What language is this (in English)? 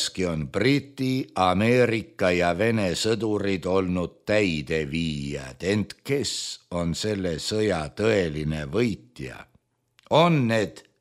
Estonian